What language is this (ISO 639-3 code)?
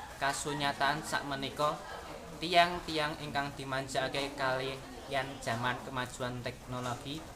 jav